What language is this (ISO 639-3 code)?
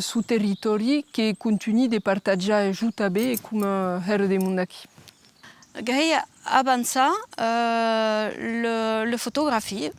oci